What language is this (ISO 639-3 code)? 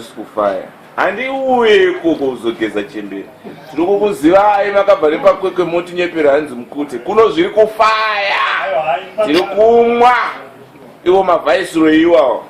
sna